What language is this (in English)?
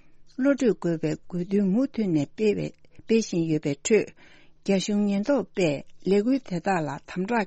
Tibetan